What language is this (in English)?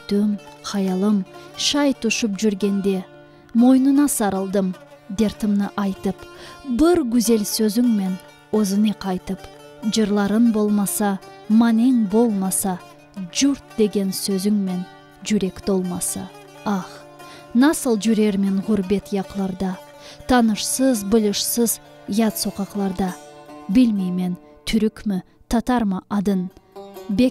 Crimean Tatar